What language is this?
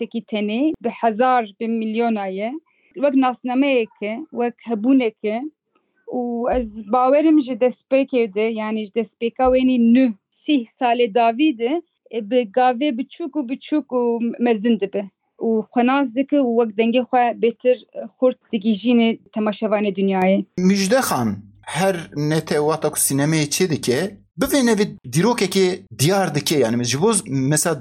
Kurdish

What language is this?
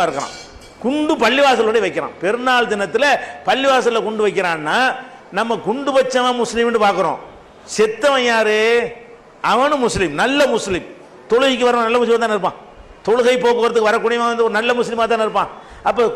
Tamil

